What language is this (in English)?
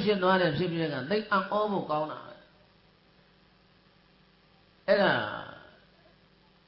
Burmese